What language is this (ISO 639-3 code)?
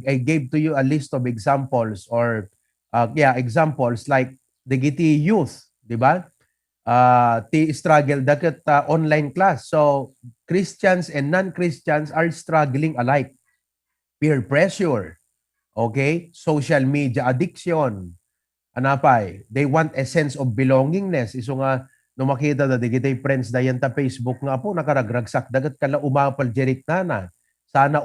ilo